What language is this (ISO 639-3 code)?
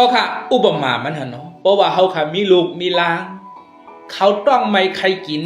shn